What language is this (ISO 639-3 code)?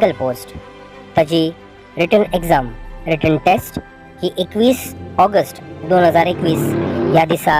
kok